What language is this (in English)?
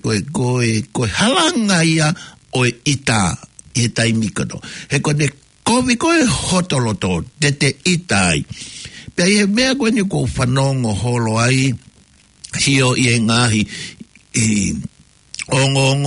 Tongan